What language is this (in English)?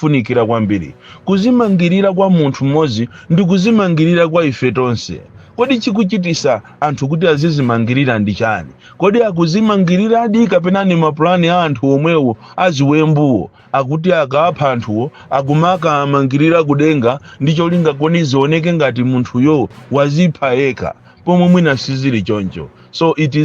Nyanja